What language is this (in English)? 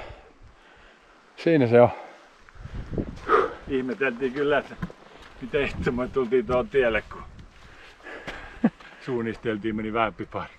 Finnish